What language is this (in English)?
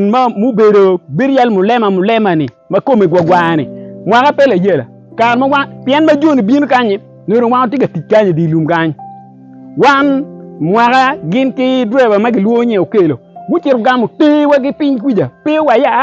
Acoli